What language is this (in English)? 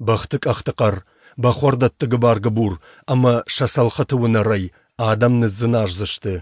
Ossetic